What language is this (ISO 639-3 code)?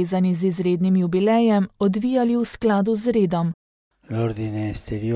slv